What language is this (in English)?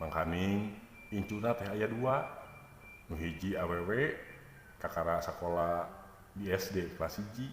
Sundanese